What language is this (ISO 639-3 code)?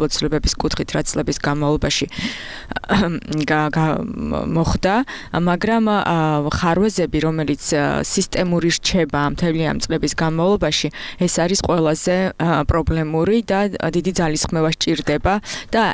kat